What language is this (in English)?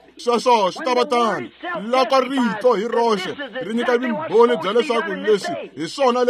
Tsonga